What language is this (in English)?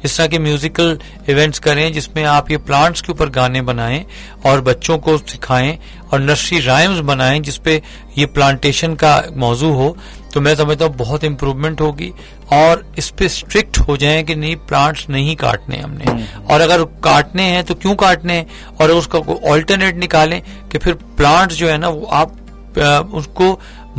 Urdu